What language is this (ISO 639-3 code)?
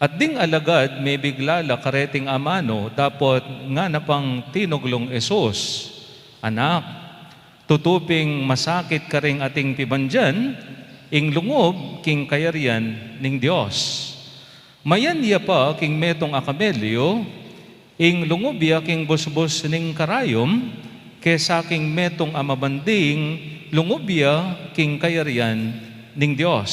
pam